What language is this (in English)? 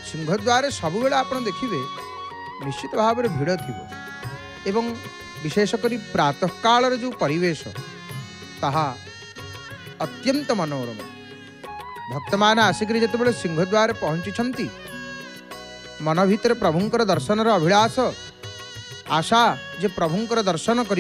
Odia